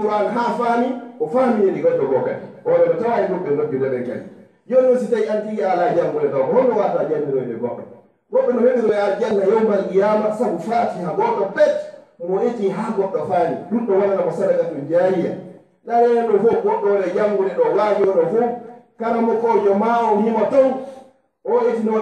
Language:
Fula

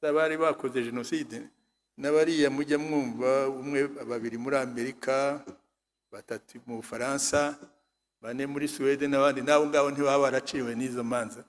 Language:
Kinyarwanda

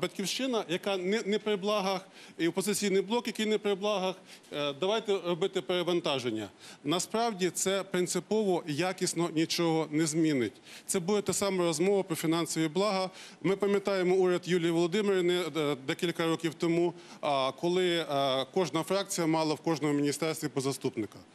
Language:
Ukrainian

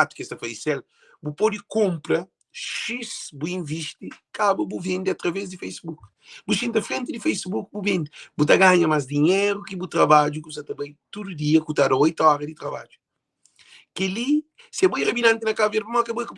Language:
Kabuverdianu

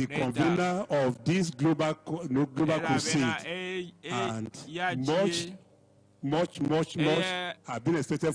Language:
Ewe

